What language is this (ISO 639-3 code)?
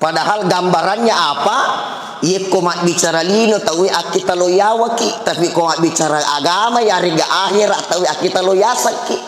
bug